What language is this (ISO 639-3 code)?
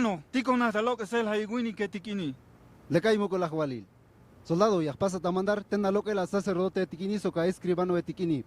tzh